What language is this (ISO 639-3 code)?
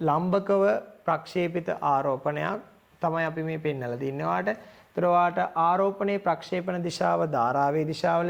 sin